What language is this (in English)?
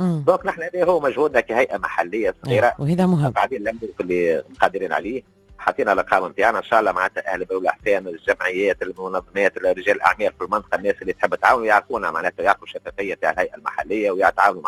Tunisian Arabic